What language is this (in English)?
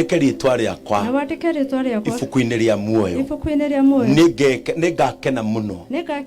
Kikuyu